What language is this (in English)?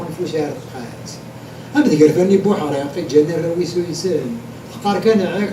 Kabyle